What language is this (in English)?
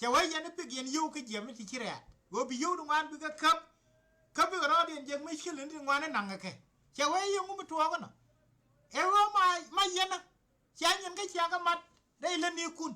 Nuer